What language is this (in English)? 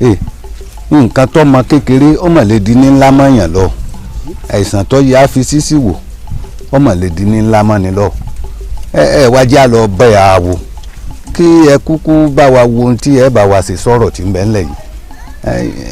Yoruba